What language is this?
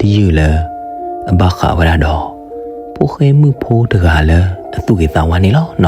S'gaw Karen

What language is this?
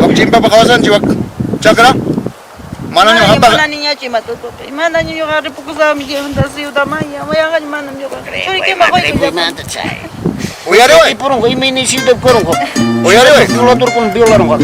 Ayacucho Quechua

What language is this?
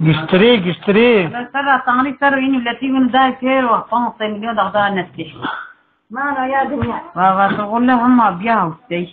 Zaza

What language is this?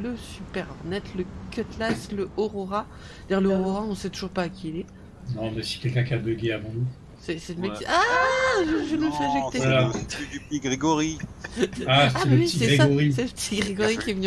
French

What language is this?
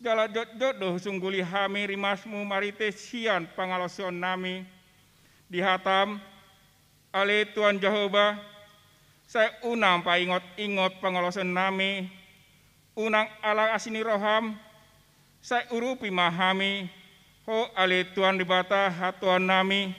Batak Toba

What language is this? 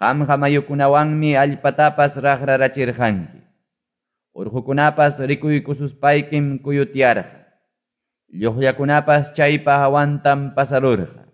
Quechua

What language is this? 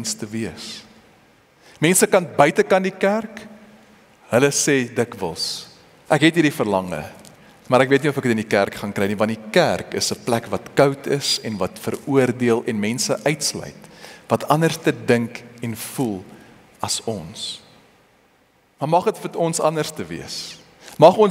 Afrikaans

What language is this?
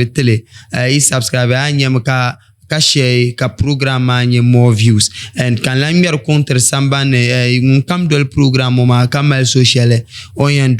Dagbani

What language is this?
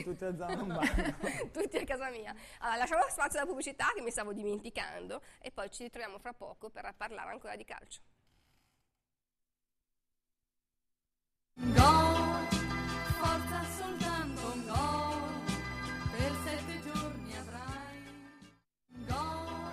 Italian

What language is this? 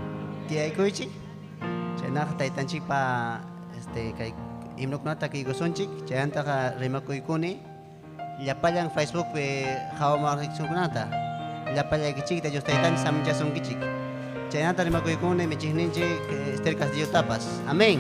Ayacucho Quechua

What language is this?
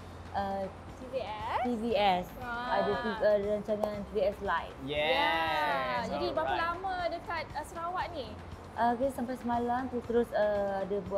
Malay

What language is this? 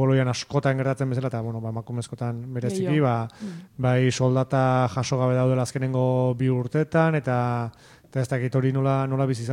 Basque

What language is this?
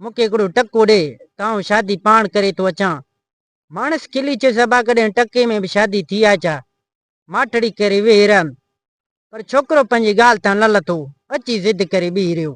Sindhi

